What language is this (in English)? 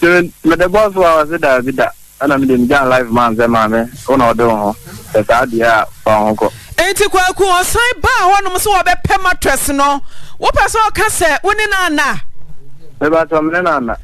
Akan